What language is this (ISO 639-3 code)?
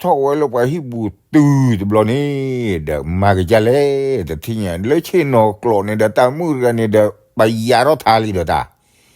ksw